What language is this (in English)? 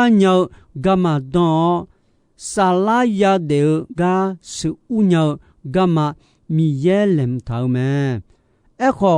Akha